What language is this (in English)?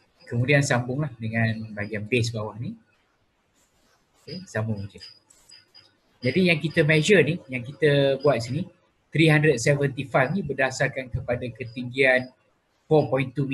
Malay